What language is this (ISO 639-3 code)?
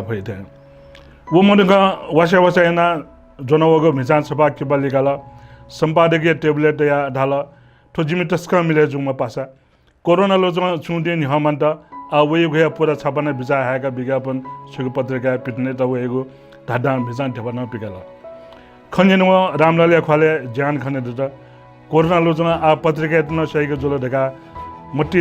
new